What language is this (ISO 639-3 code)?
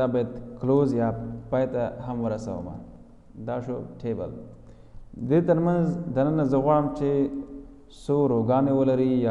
pus